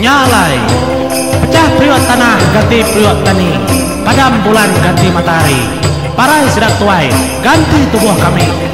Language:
Iban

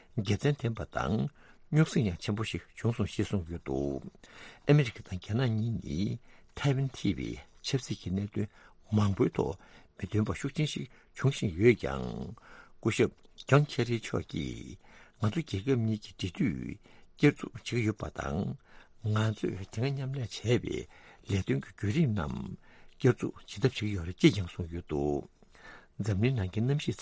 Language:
Tibetan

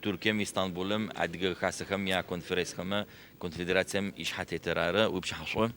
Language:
Adyghe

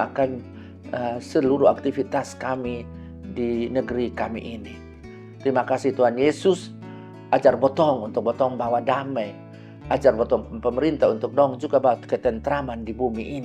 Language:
Kupang Malay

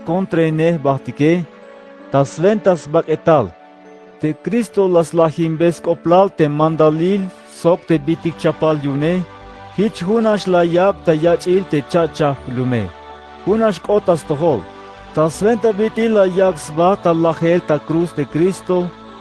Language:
Tzeltal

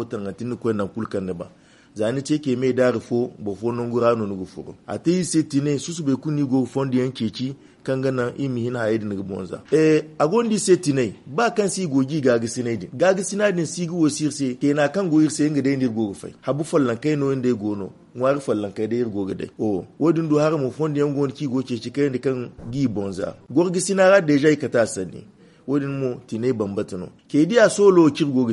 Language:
Zarma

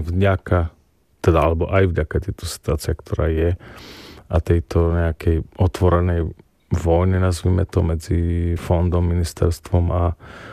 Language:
Slovak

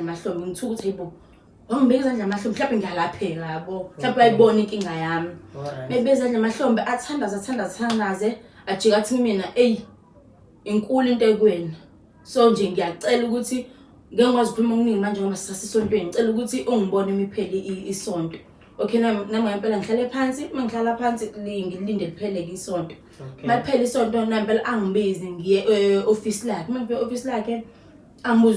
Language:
Zulu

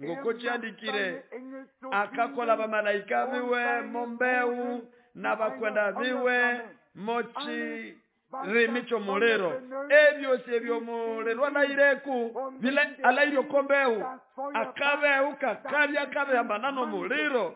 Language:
Nande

